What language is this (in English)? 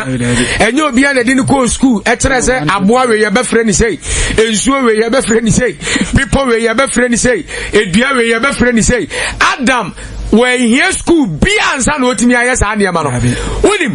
Akan